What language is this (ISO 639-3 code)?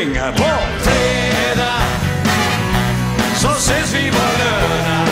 swe